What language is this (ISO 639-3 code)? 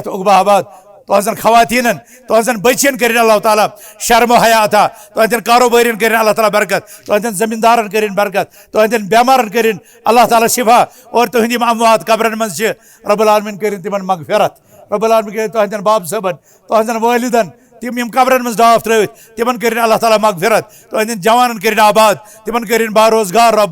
kas